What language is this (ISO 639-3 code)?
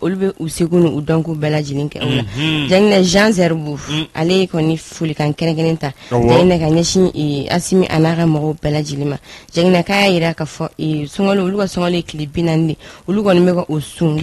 bam